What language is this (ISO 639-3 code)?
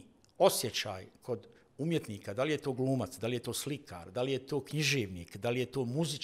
bos